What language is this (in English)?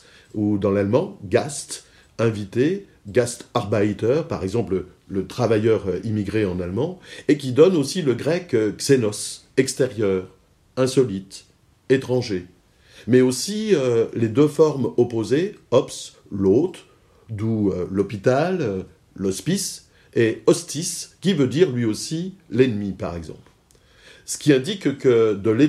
French